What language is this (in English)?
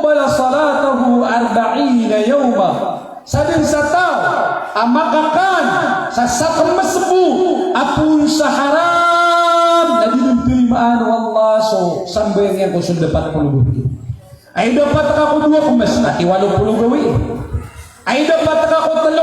Maranao